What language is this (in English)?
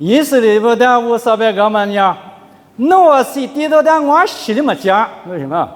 Lisu